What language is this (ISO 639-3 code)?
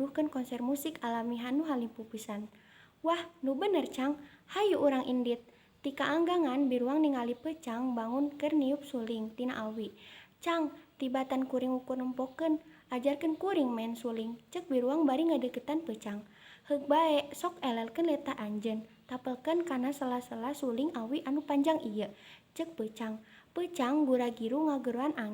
sun